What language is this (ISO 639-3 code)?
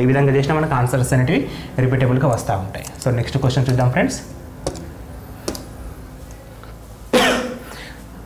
tel